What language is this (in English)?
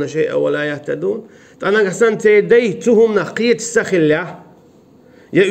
Chechen